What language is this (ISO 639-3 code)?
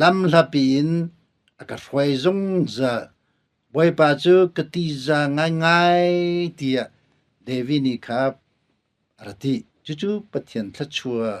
cnh